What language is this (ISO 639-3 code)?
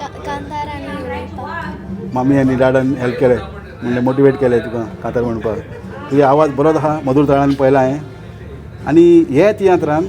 kok